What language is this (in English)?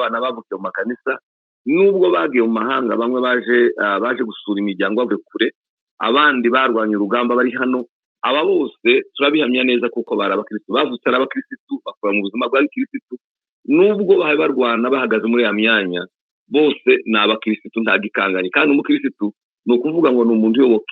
Kinyarwanda